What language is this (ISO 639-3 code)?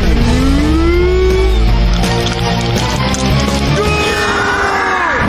msa